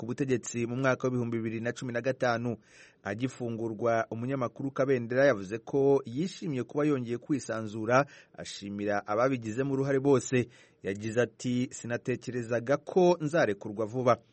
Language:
Kinyarwanda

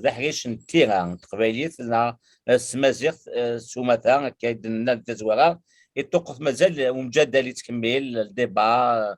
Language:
Kabyle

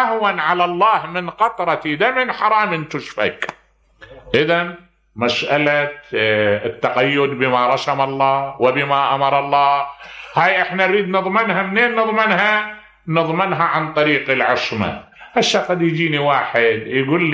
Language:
Mesopotamian Arabic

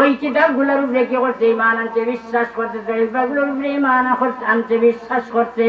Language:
Sylheti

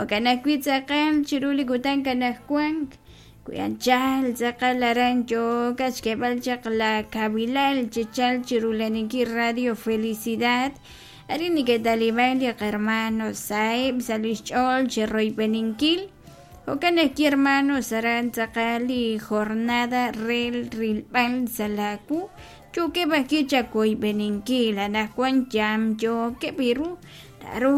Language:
Kekchí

